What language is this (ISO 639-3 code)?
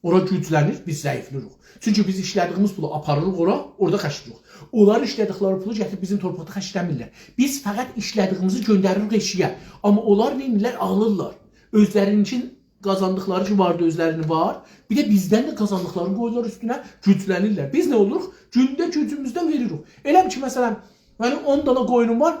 azb